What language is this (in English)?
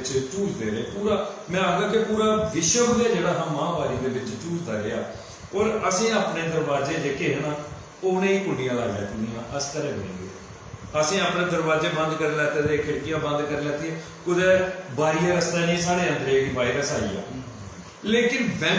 Dogri